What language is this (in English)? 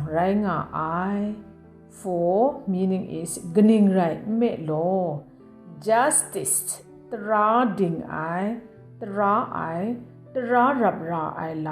Kachin